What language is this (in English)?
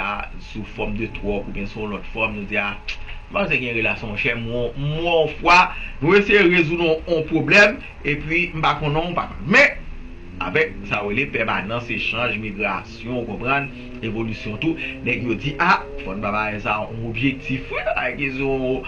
Haitian Creole